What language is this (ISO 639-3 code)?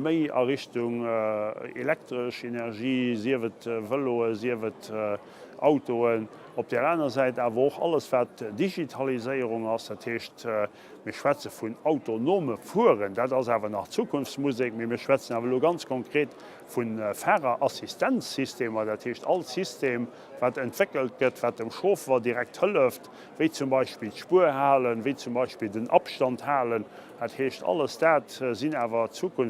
ltz